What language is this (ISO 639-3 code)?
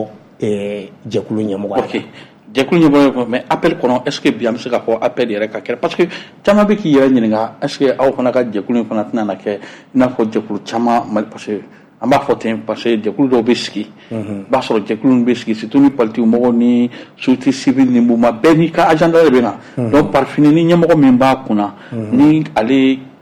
bam